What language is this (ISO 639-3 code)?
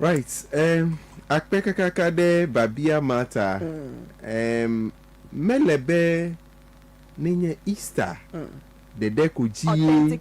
ewe